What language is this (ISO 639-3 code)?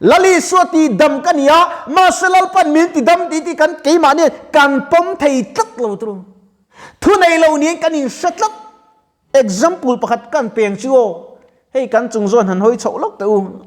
lus